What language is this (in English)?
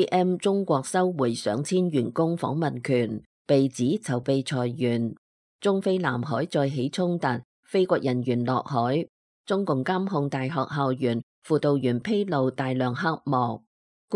Cantonese